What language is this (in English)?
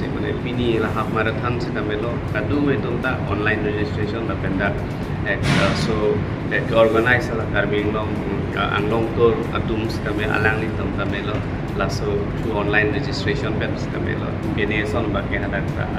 Karbi